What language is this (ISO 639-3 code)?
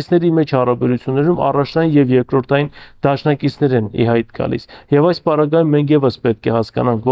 hye